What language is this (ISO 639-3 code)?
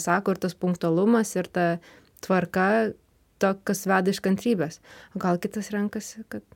lit